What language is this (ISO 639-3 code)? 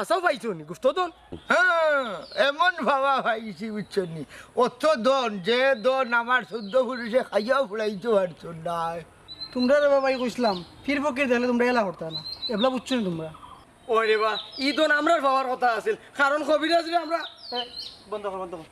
syl